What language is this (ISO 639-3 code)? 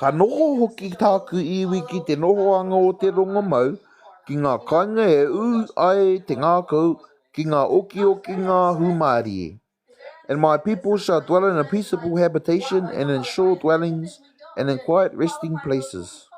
mri